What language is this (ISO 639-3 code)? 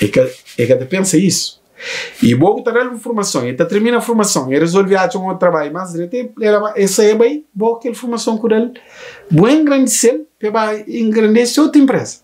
kea